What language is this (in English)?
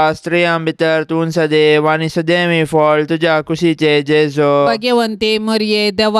Konkani